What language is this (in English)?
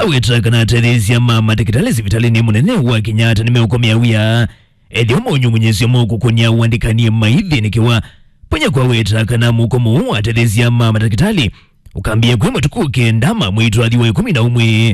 Kamba